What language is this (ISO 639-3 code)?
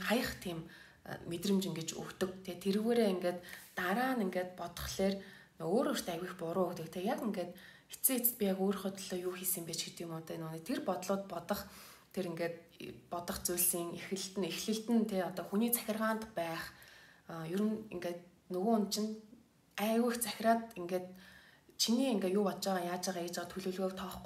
mon